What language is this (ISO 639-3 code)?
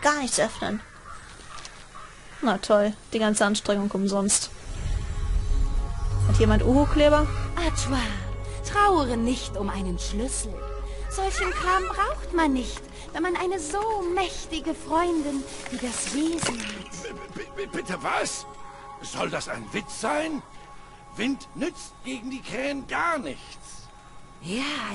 deu